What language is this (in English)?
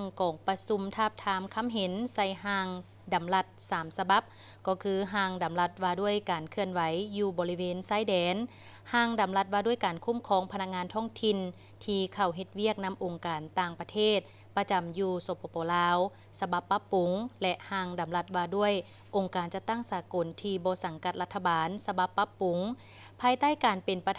Lao